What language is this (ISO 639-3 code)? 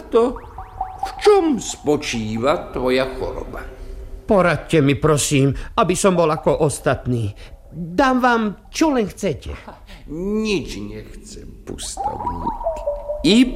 slk